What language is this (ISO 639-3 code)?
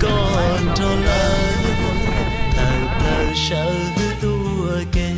hmn